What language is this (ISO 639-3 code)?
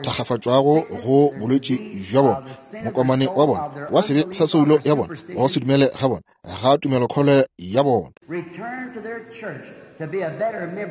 nso